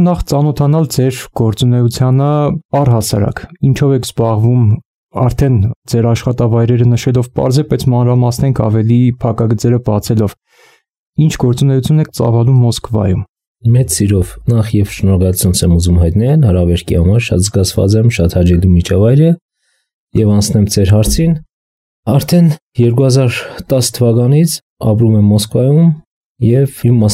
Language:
Armenian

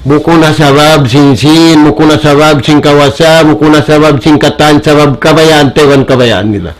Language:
Tausug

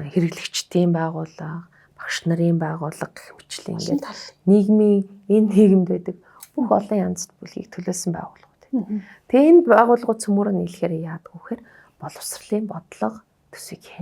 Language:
Mongolian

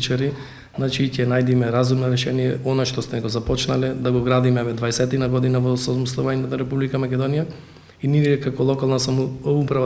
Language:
Macedonian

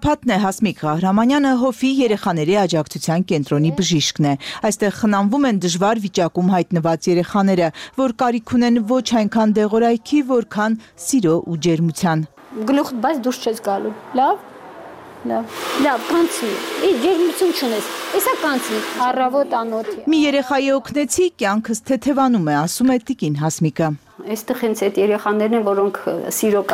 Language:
Armenian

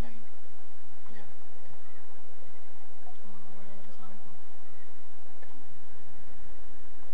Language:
Indonesian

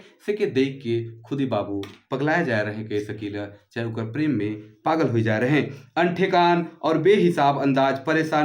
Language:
Sadri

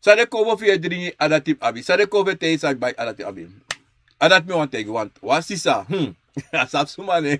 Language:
Sranan Tongo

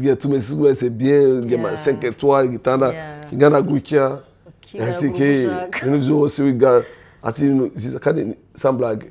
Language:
Rundi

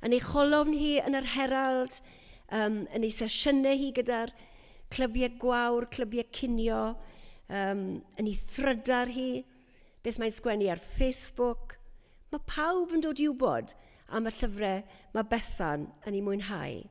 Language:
Welsh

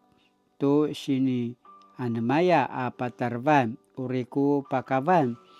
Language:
Paiwan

